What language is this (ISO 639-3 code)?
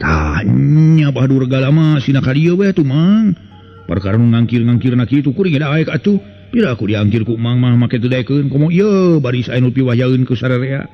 sun